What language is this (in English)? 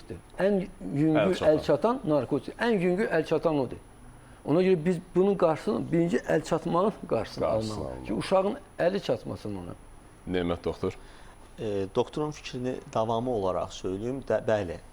Azerbaijani